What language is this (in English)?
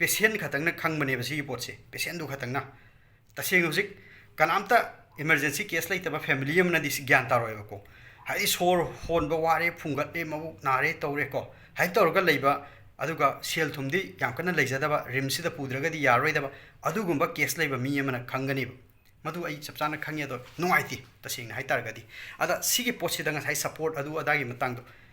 Manipuri